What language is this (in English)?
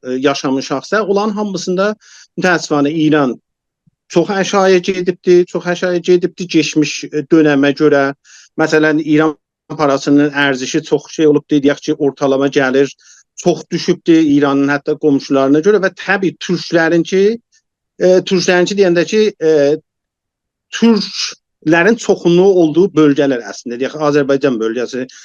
South Azerbaijani